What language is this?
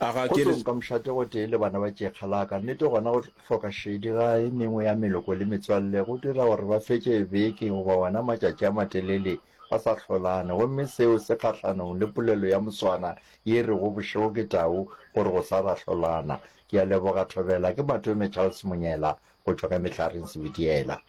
Northern Sotho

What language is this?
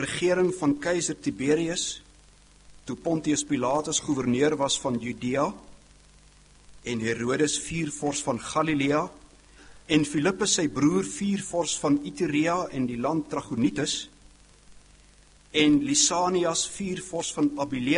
Afrikaans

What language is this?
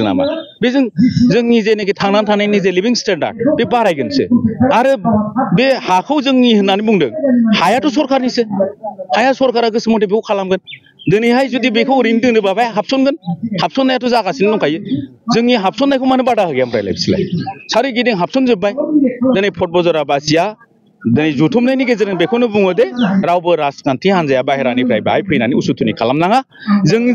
Bodo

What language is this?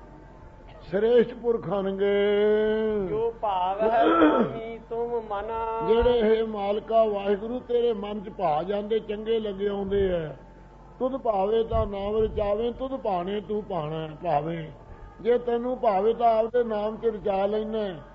Punjabi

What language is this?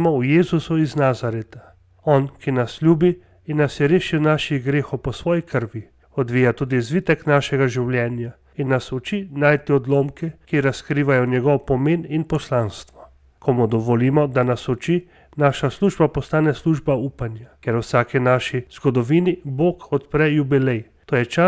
Slovenian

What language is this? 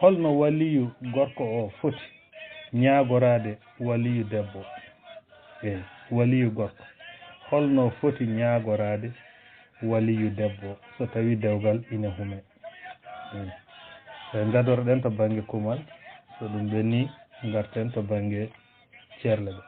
Fula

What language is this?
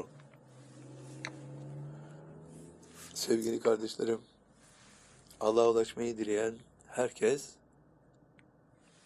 Turkish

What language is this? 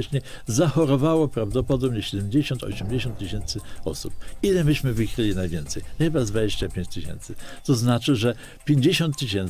Polish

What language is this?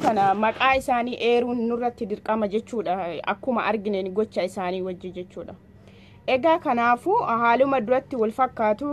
Oromo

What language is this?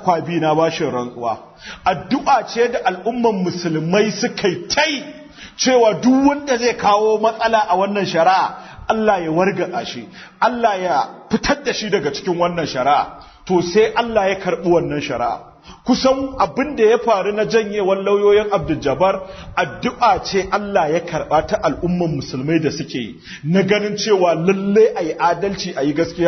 Hausa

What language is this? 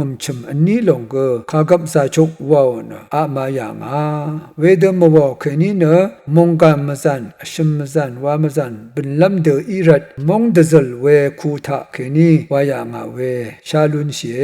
Rawang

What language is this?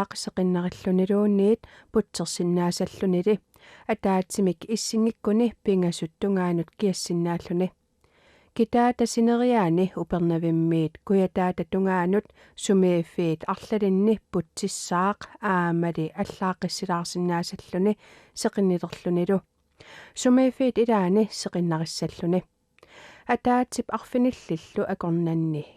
Kalaallisut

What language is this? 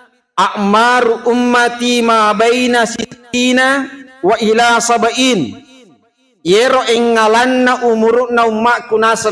Buginese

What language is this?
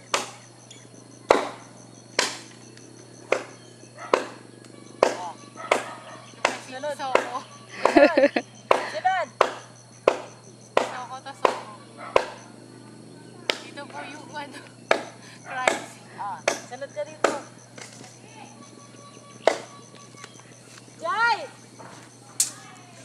Filipino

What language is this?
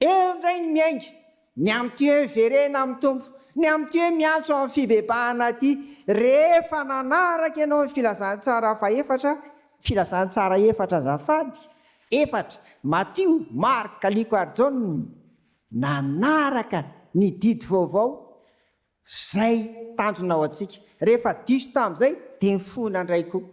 Malagasy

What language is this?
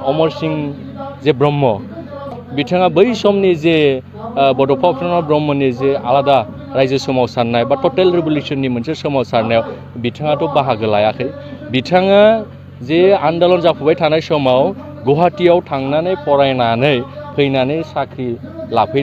Bodo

